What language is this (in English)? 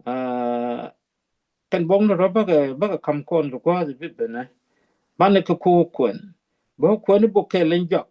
Nuer